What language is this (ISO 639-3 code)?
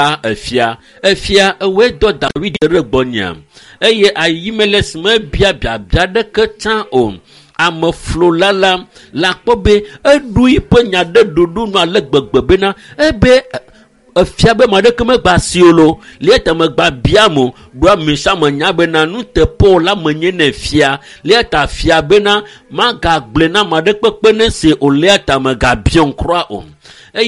ewe